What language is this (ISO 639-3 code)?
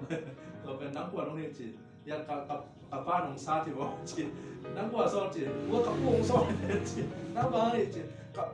ctd